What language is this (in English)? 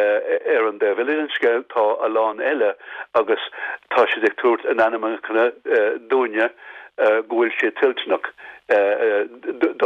Irish